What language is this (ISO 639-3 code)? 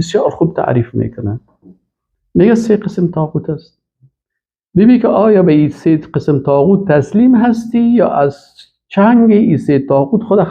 fas